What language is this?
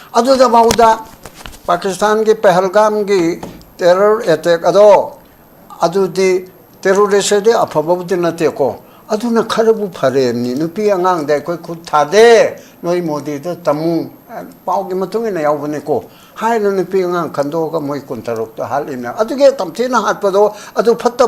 Manipuri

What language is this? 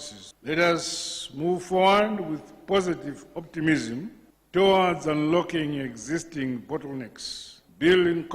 Luo (Kenya and Tanzania)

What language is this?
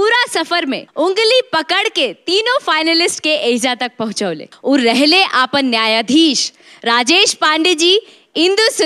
Bhojpuri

